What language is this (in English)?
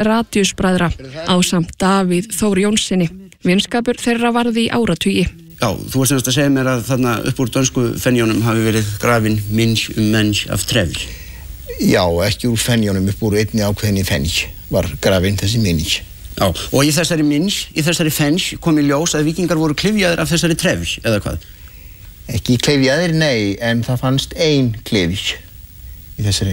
Icelandic